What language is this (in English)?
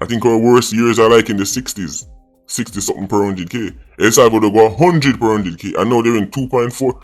Jamaican Creole English